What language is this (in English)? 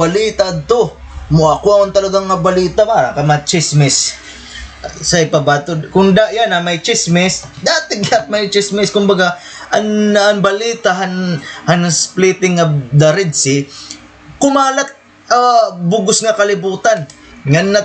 Waray